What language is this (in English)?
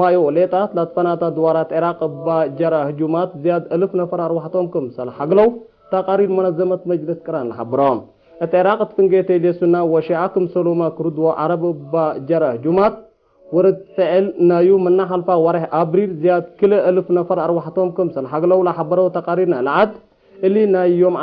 Tigre